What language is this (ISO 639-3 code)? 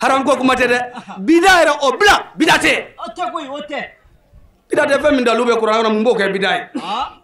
bam